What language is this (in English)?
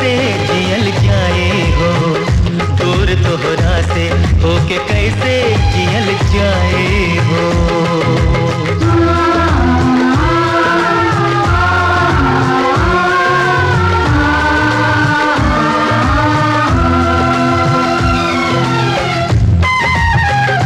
Bhojpuri